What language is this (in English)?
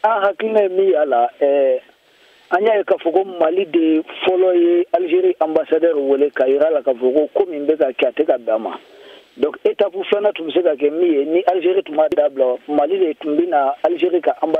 Bambara